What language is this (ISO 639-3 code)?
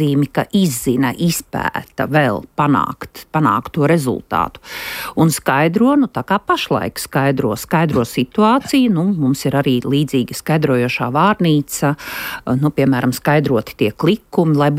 lav